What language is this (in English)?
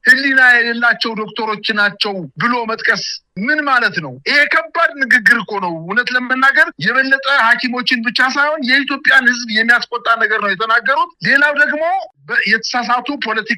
Amharic